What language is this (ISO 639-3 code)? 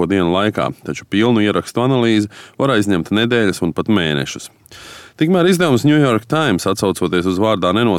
lav